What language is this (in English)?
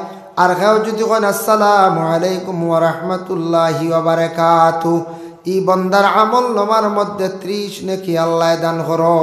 Sylheti